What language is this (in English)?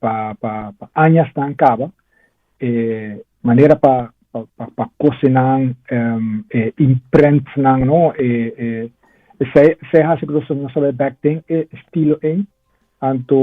Papiamento